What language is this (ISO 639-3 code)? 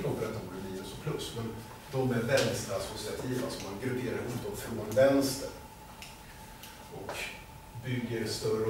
swe